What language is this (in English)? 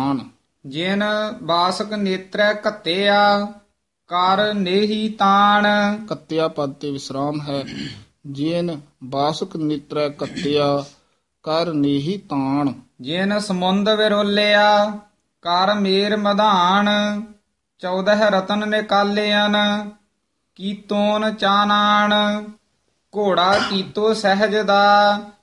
Punjabi